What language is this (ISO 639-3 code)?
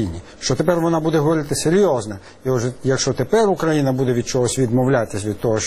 ukr